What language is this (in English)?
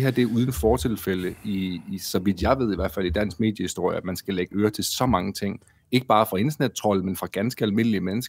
Danish